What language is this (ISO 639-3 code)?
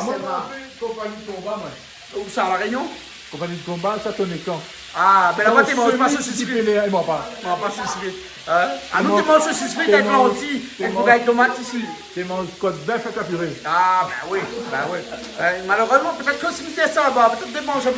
rcf